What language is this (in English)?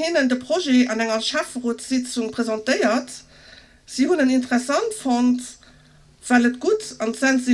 Luxembourgish